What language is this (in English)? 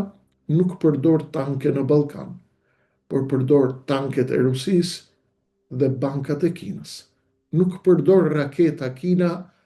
Albanian